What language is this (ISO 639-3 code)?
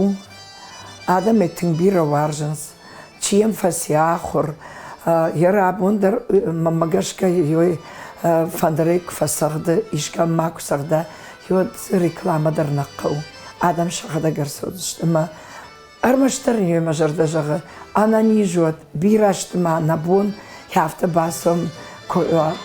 oss